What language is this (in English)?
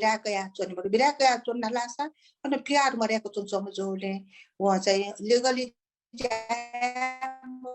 Newari